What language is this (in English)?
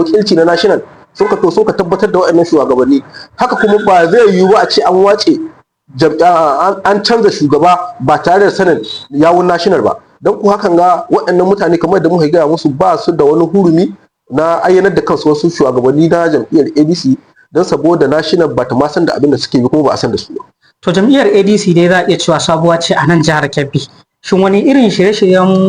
Hausa